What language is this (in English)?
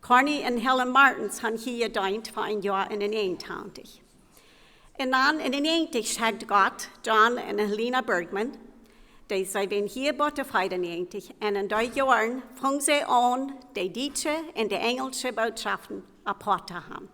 Plautdietsch